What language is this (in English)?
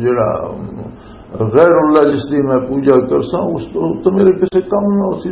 Western Panjabi